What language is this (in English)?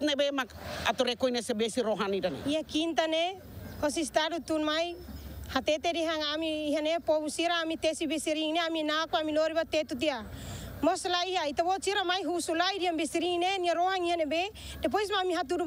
Tetum